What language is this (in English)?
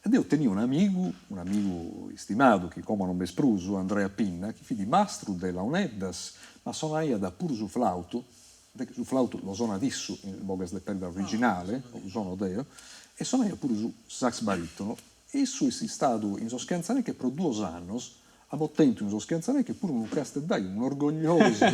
Sardinian